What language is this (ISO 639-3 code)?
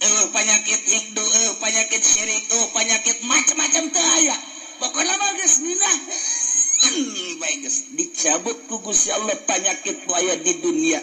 sun